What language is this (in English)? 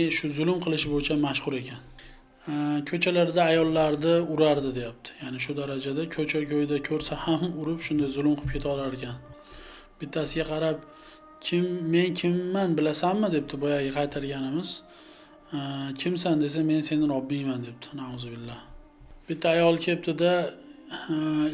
Uzbek